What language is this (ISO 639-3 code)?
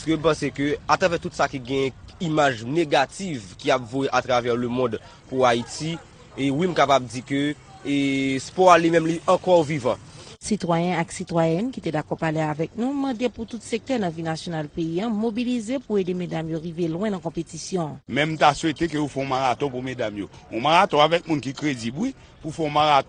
hat